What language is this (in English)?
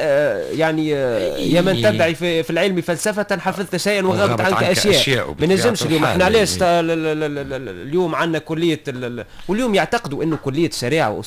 Tunisian Arabic